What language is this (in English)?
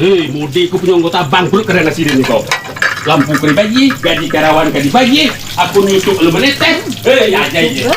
Minangkabau